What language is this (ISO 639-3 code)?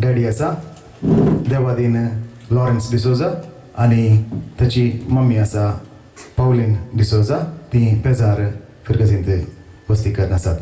kok